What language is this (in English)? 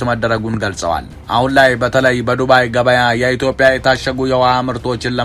Amharic